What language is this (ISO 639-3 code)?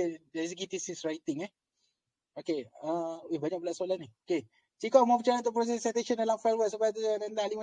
msa